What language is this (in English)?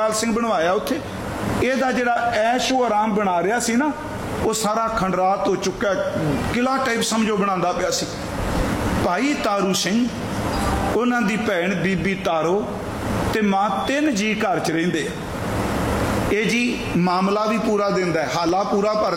Punjabi